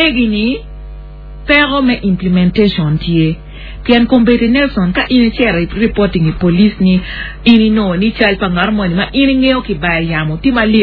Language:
Acoli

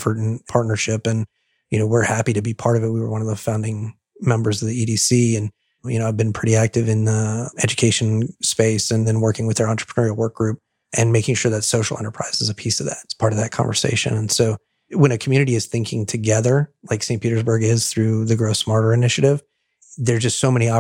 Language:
English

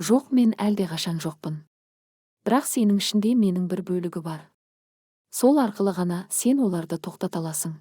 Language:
Kazakh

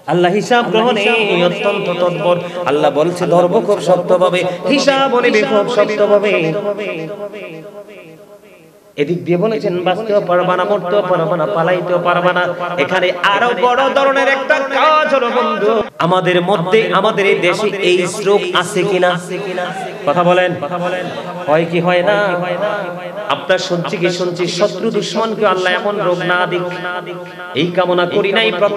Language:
Bangla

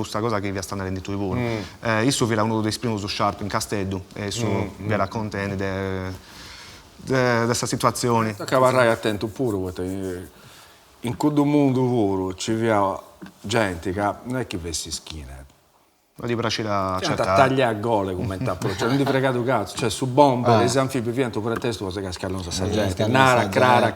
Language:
Sardinian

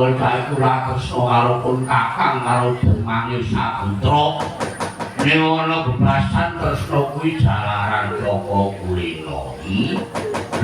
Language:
Javanese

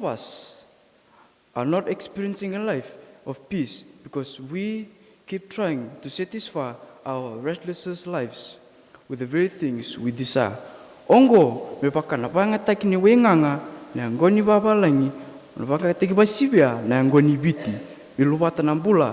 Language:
Fijian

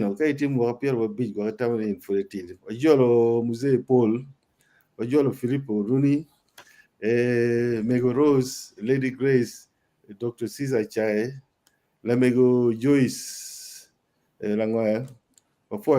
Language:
Acoli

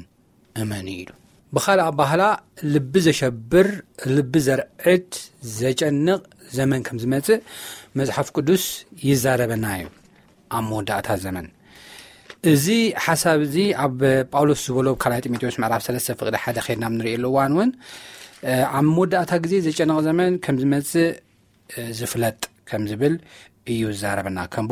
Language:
Tigrinya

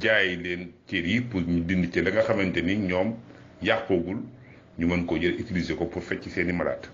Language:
Wolof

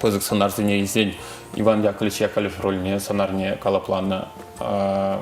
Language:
Chuvash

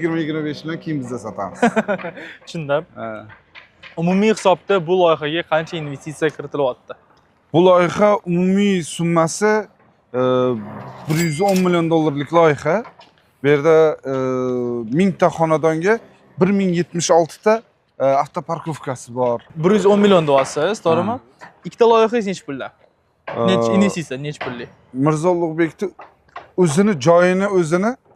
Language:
Uzbek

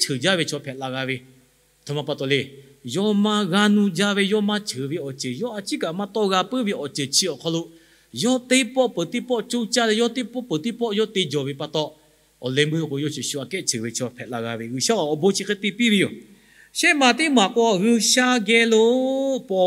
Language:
Lahu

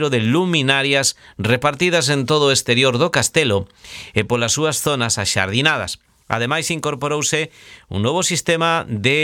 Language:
Galician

